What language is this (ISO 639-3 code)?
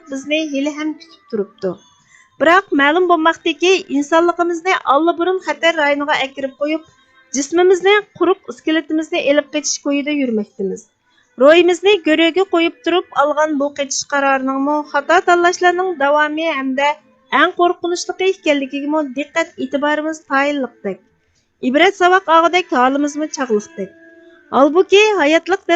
uig